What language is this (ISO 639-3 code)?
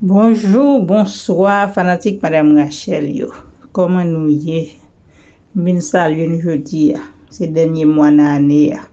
hat